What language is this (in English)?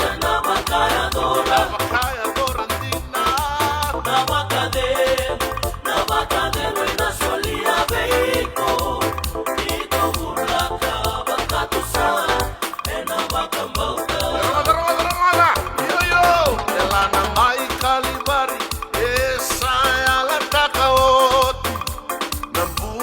Fijian